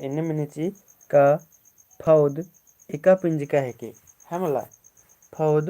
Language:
Kurukh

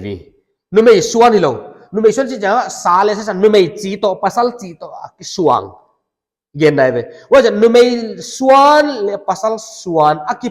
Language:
Paite Chin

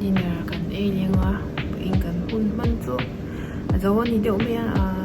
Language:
Mizo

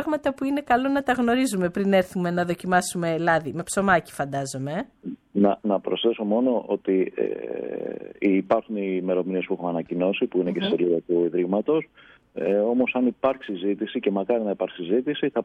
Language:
Greek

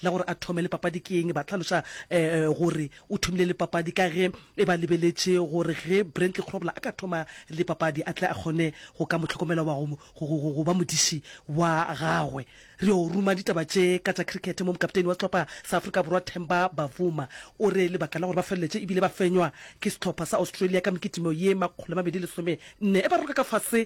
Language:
Northern Sotho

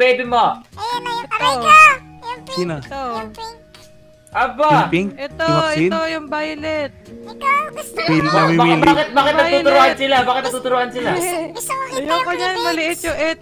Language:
Filipino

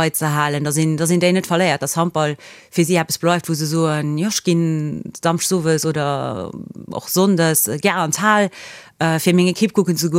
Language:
Luxembourgish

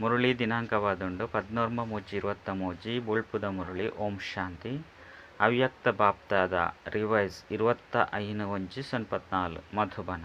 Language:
Tulu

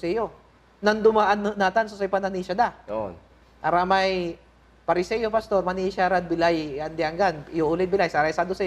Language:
Pangasinan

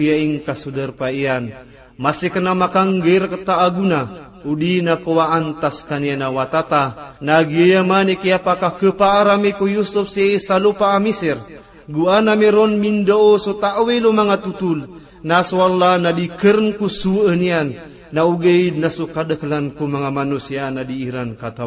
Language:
Maranao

